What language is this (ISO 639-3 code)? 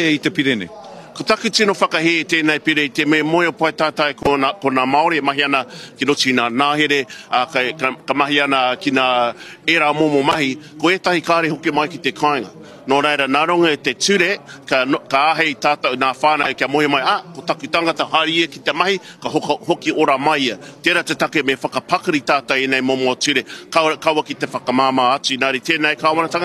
mri